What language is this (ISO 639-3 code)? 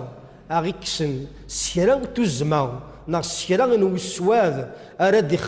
kab